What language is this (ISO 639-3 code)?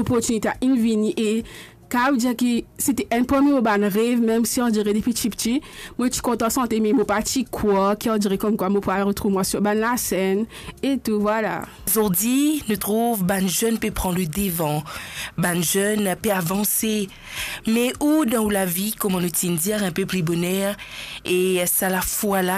mfe